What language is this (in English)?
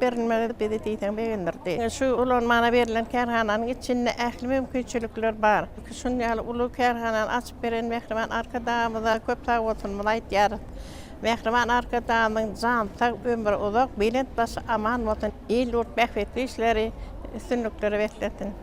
Turkmen